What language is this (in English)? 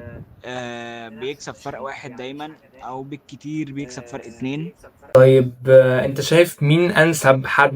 Egyptian Arabic